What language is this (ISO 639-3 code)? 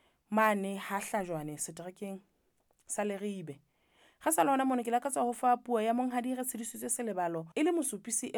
sot